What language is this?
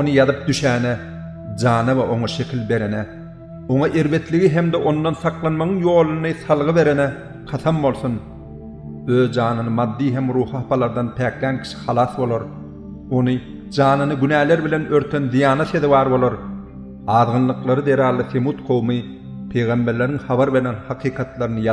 Turkmen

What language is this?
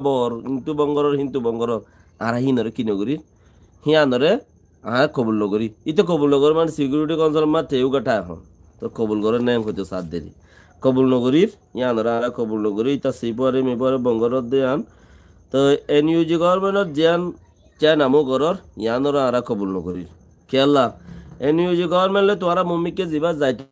Rohingya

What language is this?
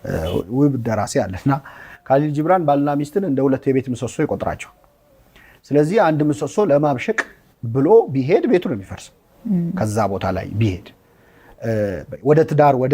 Amharic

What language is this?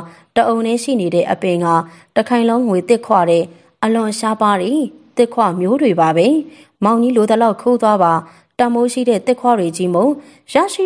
Burmese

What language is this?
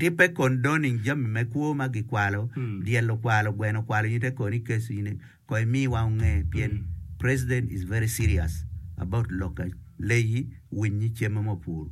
Acoli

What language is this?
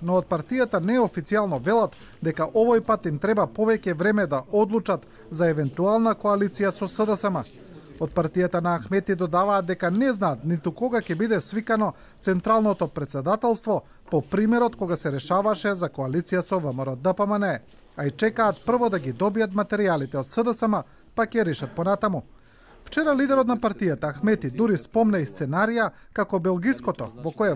Macedonian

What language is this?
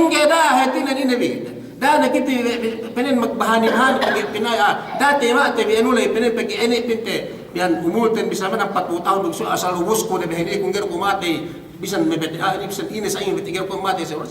Yakan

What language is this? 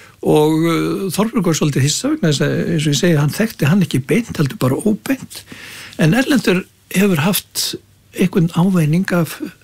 Icelandic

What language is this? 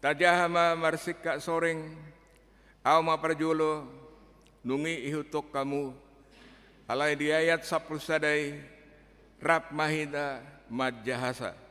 Batak Toba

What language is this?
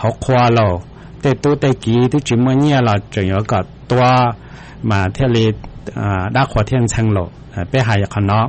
Hmong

